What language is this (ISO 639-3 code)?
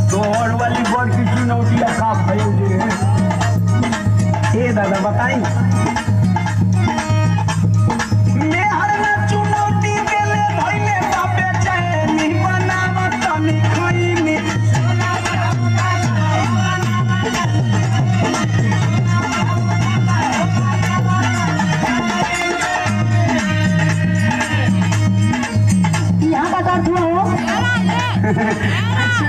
bho